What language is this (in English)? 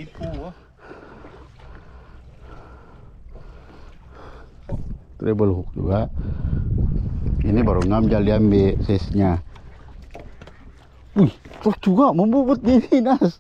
Malay